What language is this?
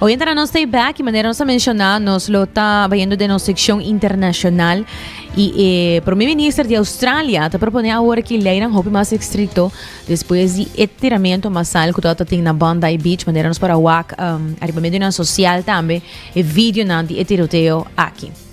Papiamento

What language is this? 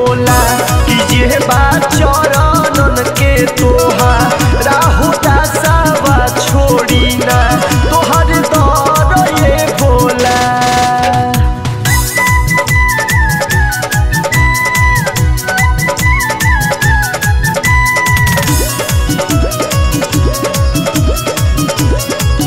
Bhojpuri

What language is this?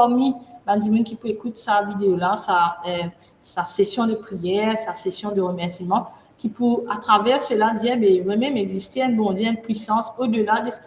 Morisyen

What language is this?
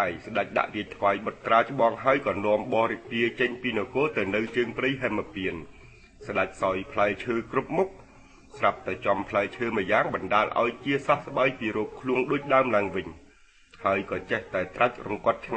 Khmer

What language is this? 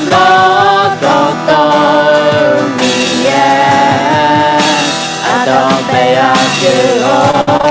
Akha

